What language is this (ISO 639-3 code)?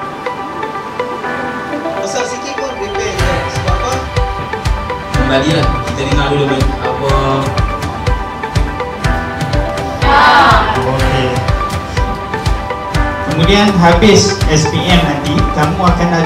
msa